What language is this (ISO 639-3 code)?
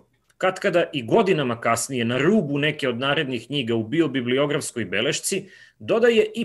srp